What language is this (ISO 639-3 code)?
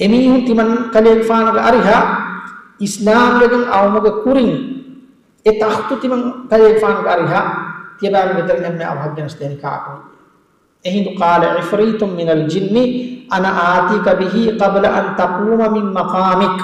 div